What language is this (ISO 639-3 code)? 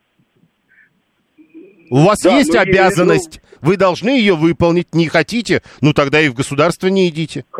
rus